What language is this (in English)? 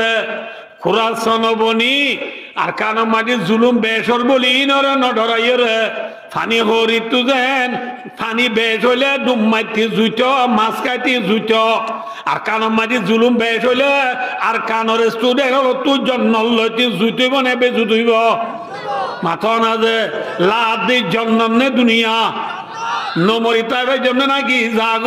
Rohingya